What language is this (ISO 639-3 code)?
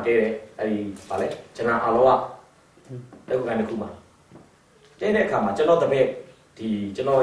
mya